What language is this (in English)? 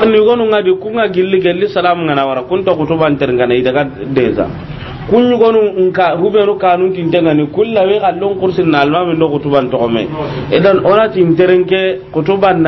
Soninke